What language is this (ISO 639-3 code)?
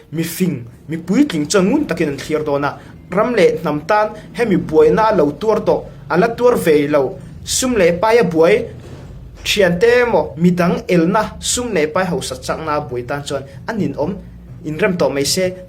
cnh